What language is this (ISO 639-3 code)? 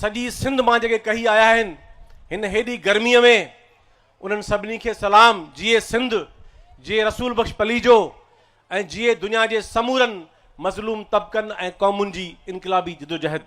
snd